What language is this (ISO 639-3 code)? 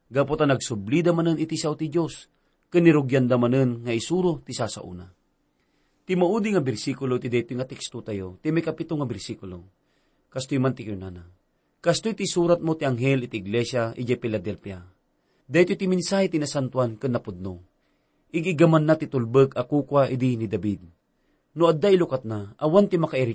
ilo